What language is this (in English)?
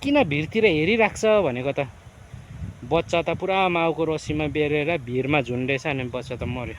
Nepali